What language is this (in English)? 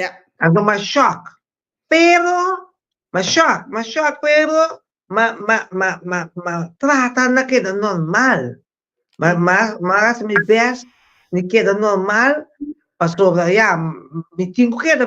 Papiamento